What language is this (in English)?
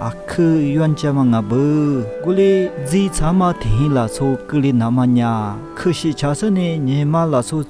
Lisu